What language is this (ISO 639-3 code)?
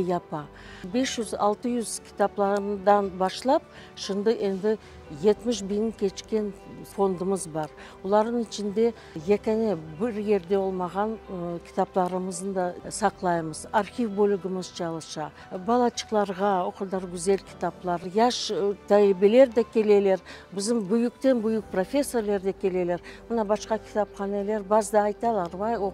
crh